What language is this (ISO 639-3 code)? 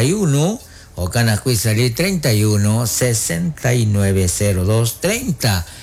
kek